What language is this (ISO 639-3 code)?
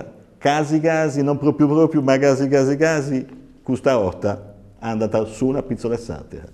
srd